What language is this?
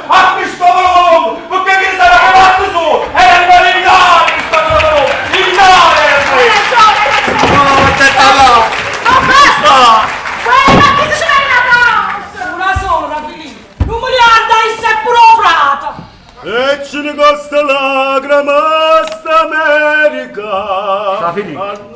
Neapolitan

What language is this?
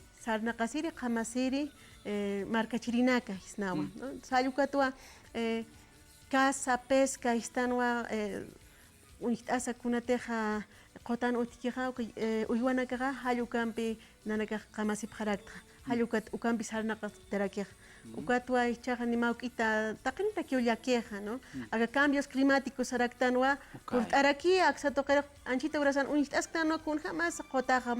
Aymara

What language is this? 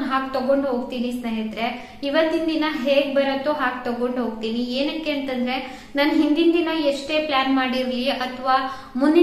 Kannada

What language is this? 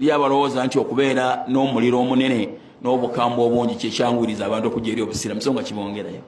Ganda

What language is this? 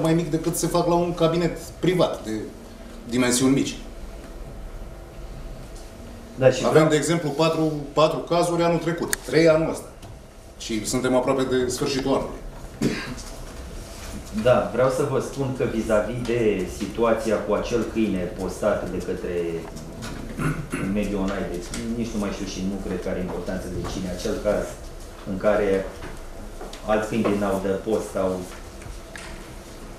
Romanian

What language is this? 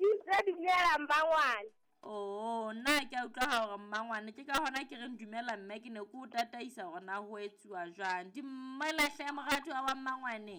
Southern Sotho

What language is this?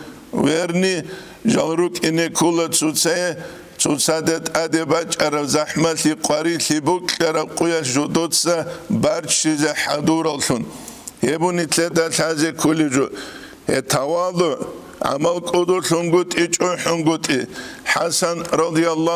Avaric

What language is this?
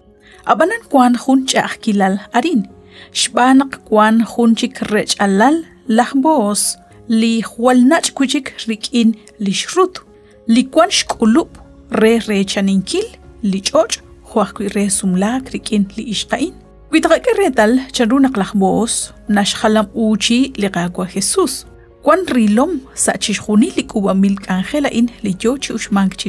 Kekchí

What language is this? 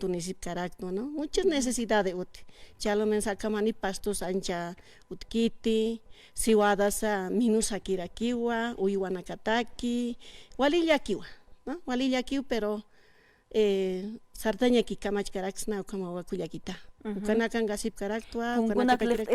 Aymara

